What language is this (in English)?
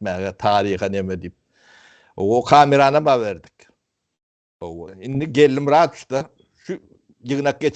Turkmen